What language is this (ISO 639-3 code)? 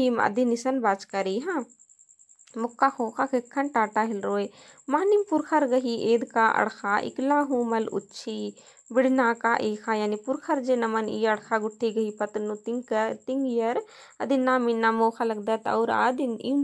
kru